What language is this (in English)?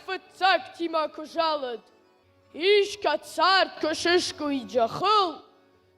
Ossetic